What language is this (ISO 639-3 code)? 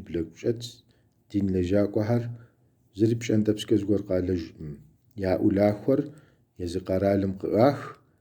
kbd